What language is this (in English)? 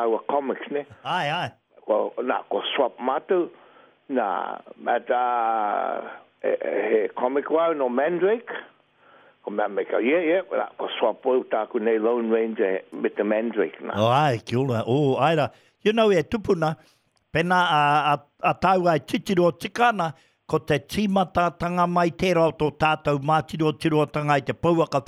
Māori